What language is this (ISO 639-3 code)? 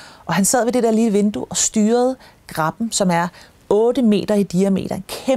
dan